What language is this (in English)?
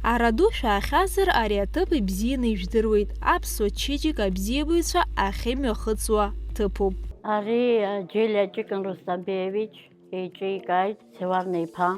Abkhazian